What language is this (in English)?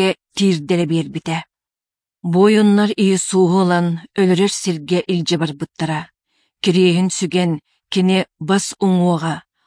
Yakut